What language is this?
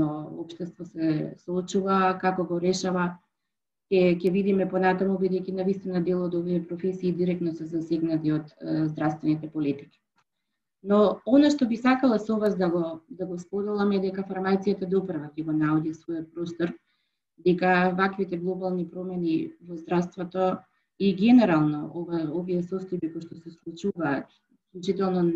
Macedonian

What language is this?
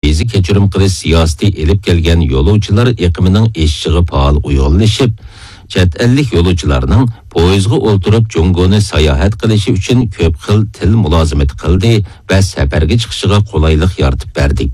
Uyghur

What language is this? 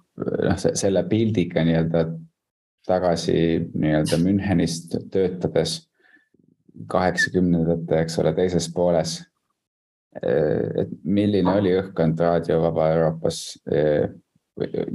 Estonian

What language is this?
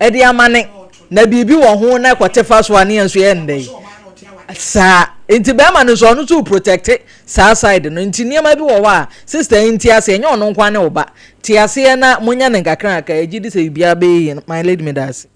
Akan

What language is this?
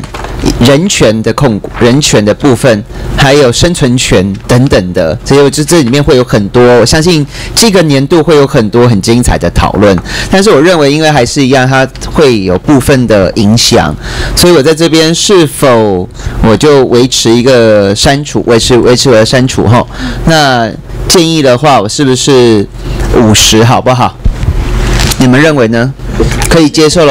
Chinese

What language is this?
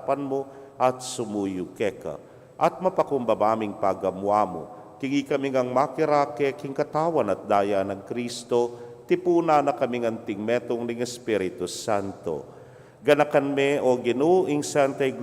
Pampanga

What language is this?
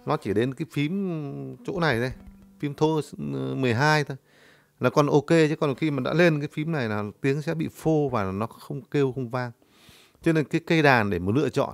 Vietnamese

